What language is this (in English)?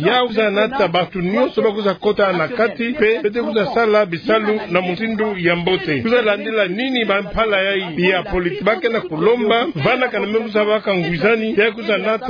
Kituba (Democratic Republic of Congo)